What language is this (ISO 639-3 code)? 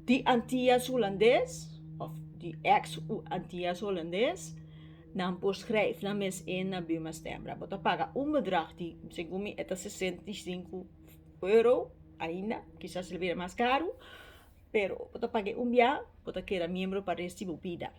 pap